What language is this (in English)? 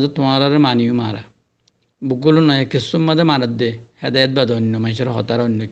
Rohingya